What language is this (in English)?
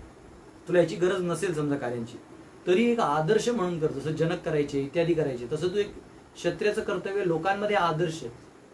Marathi